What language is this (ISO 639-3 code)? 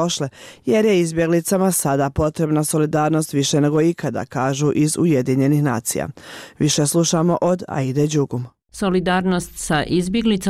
bos